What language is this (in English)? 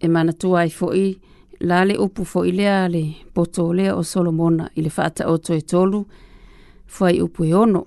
Samoan